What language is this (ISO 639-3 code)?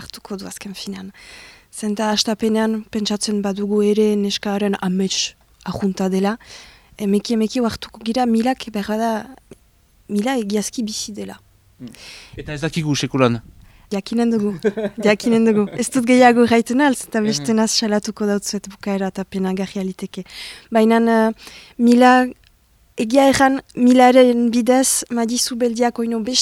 eus